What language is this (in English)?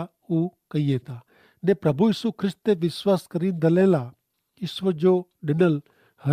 Kachhi